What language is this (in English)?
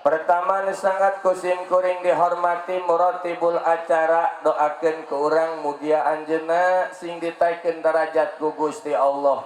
Sundanese